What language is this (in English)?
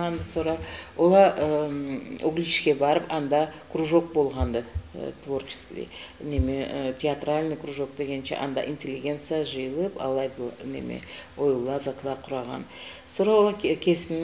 Karachay-Balkar